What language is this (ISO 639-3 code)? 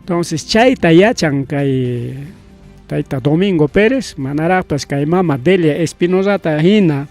quy